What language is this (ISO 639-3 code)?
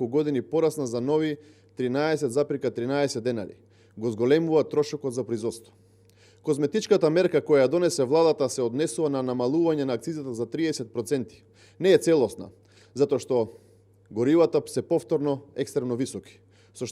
mkd